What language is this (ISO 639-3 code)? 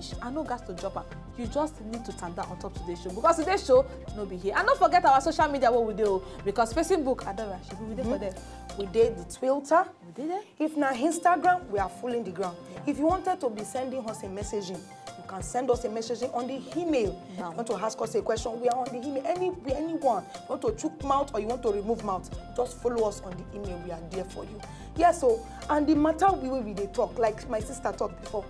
pcm